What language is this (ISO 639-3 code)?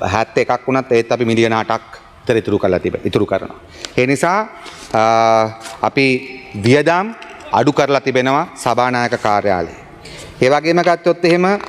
sin